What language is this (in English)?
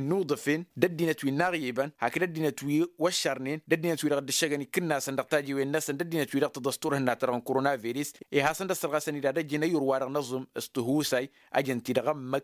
Tamasheq